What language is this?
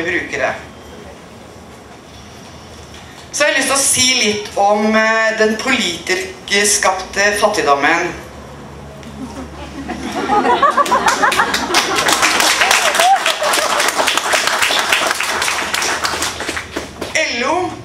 Norwegian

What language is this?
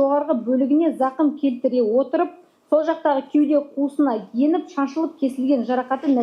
Kazakh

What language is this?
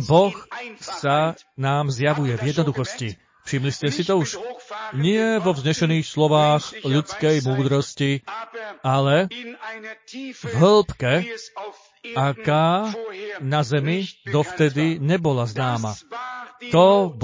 Slovak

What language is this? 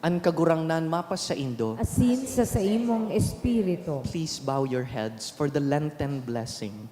Bikol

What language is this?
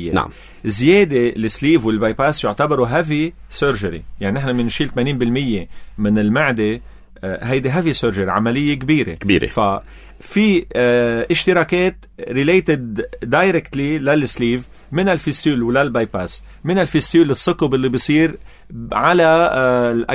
North Levantine Arabic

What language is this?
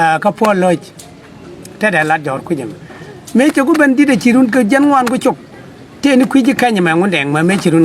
Nuer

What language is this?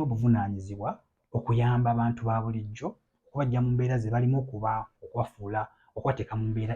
Ganda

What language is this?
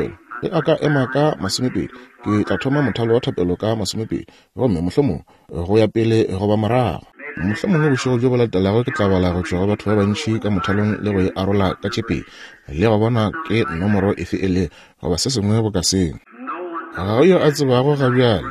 Northern Sotho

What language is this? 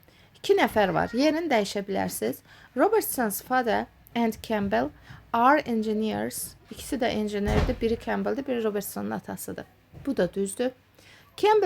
Azerbaijani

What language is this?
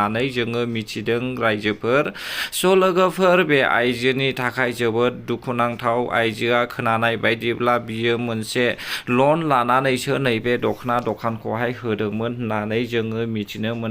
Bodo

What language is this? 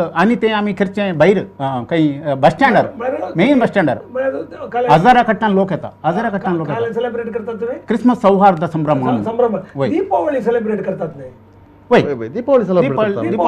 Konkani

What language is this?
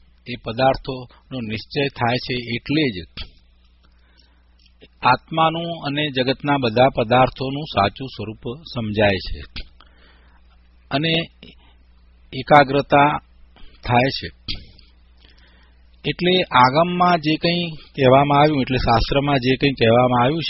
Gujarati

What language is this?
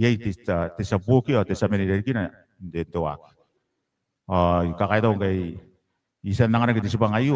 Gilbertese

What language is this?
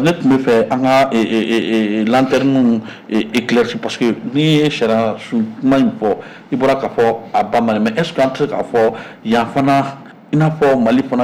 Bambara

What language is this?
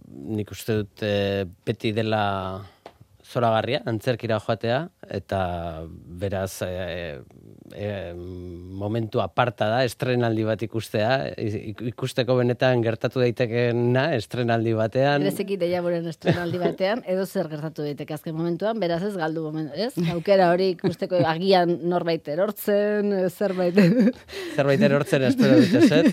Basque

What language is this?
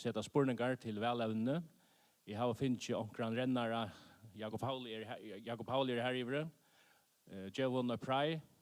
Faroese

